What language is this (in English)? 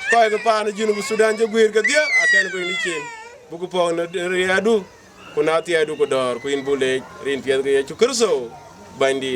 Dinka